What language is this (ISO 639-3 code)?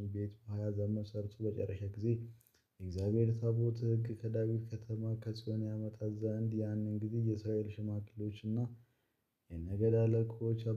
amh